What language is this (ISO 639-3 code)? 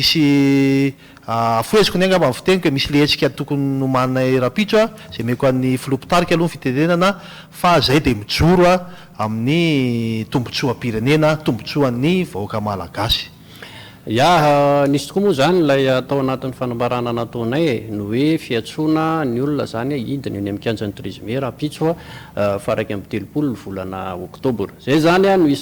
mlg